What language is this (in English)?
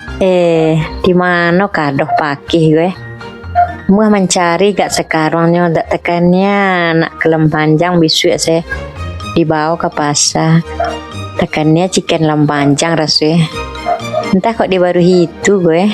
Minangkabau